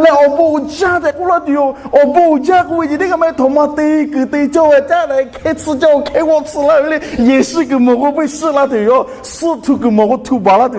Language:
Lahu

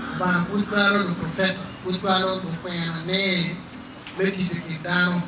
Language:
Acoli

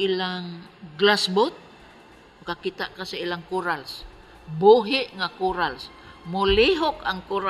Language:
Cebuano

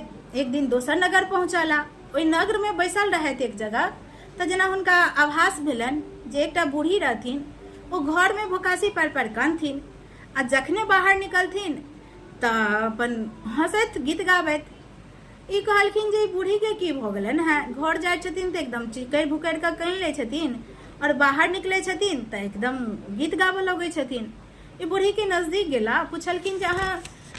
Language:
Maithili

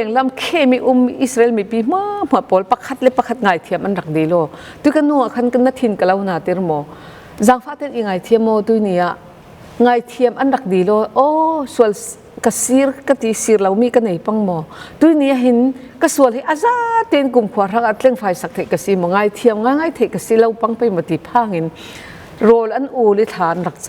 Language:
Falam Chin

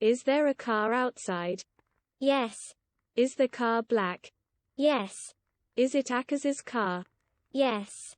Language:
Welsh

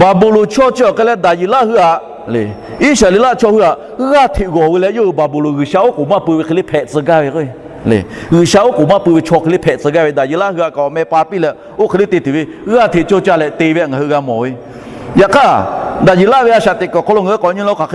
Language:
Lahu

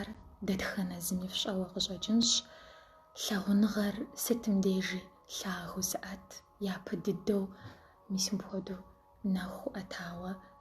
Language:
Kabardian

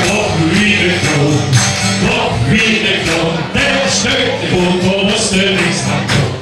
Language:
Limburgish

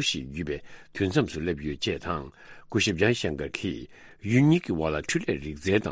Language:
Tibetan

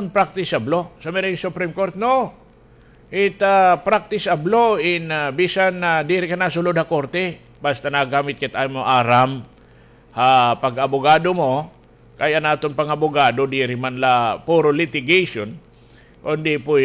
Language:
Waray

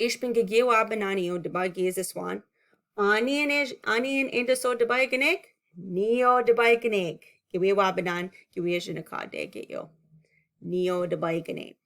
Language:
Chippewa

